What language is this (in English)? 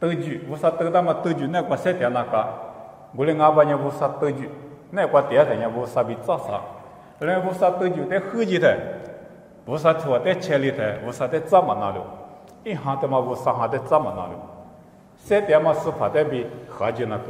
Lisu